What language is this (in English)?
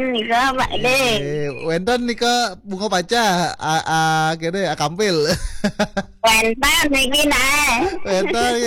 Balinese